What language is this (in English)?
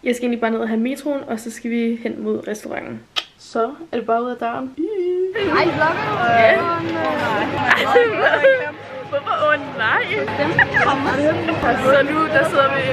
Danish